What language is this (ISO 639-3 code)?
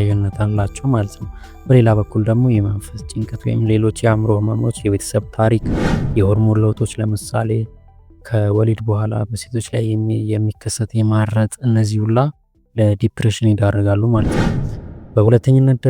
amh